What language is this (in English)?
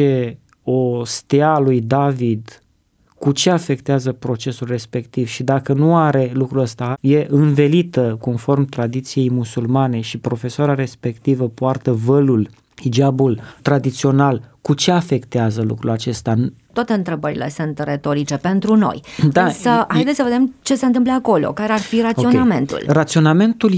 Romanian